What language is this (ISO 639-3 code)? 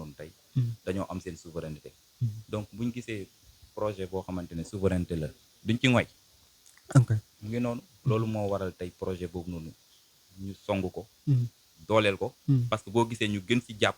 wol